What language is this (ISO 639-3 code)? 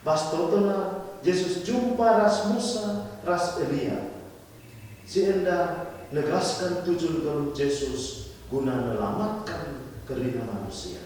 btx